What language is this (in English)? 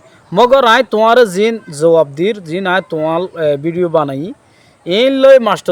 Rohingya